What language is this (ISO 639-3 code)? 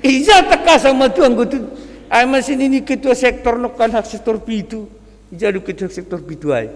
bts